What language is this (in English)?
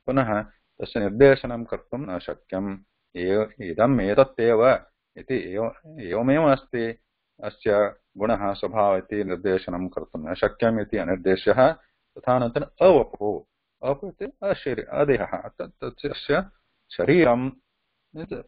Sanskrit